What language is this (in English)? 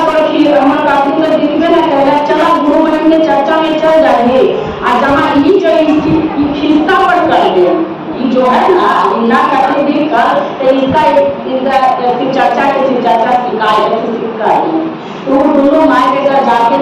Magahi